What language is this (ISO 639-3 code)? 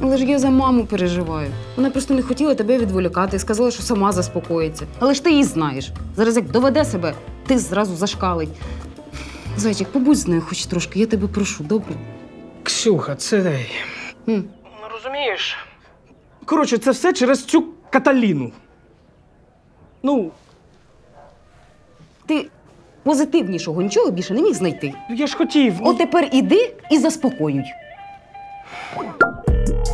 ukr